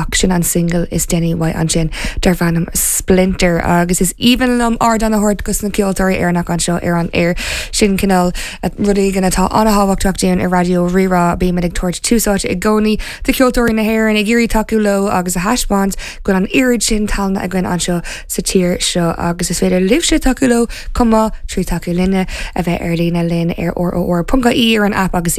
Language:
Irish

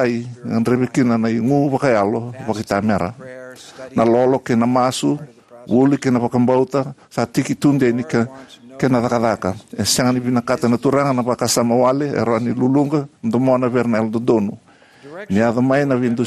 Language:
Fijian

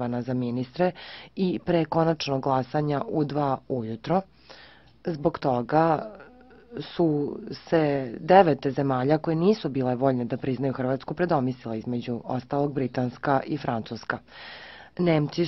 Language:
Serbian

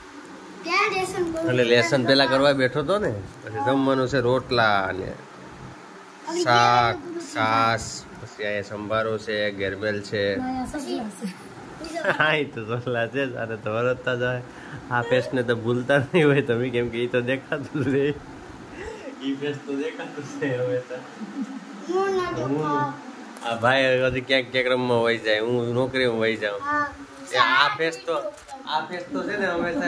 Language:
Gujarati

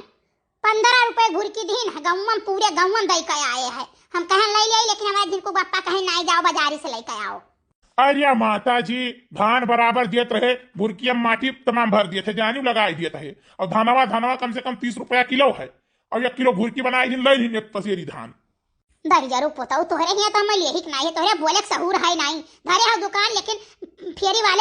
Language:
Awadhi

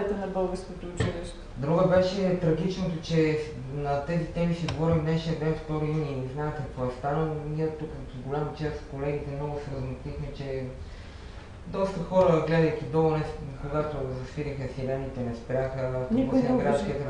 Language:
Bulgarian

